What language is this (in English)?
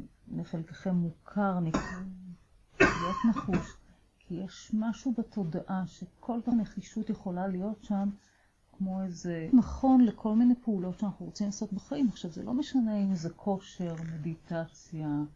Hebrew